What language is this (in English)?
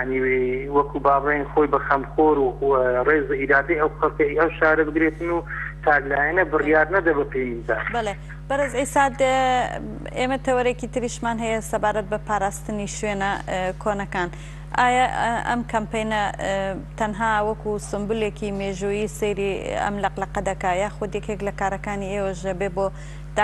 Central Kurdish